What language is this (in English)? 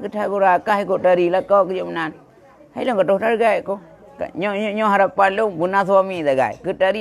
Achinese